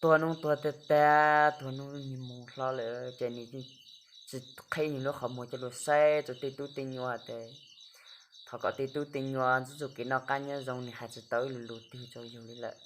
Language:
Hmong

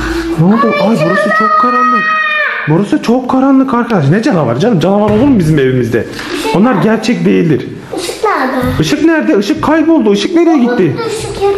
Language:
Turkish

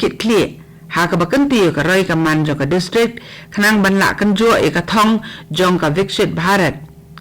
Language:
Khasi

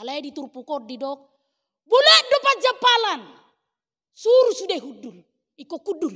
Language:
Batak Toba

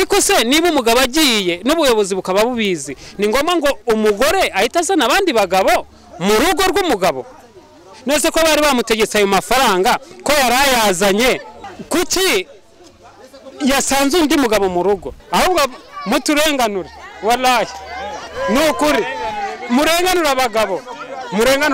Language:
Kinyarwanda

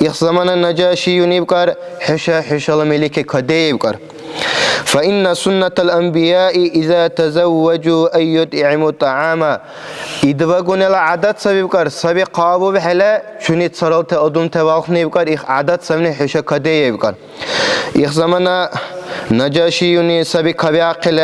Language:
Dargwa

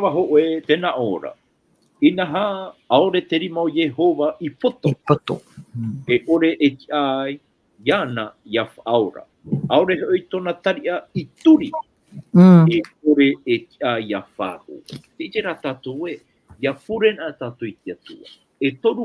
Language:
Tahitian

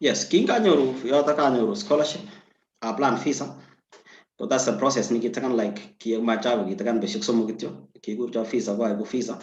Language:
Kalenjin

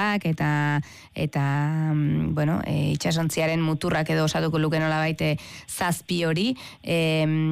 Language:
Basque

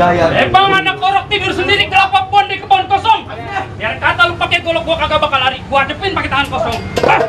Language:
Betawi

